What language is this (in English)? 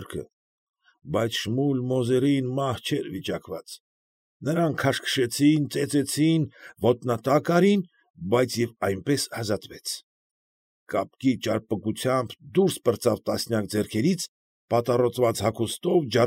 Armenian